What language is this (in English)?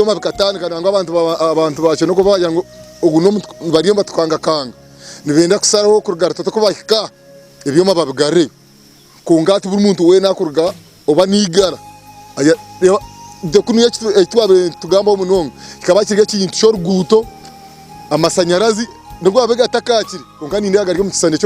Nyankole